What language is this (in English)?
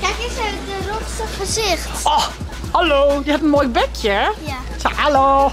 Western Frisian